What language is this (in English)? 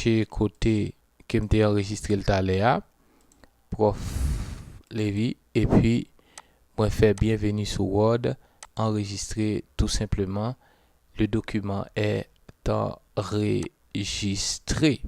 Haitian Creole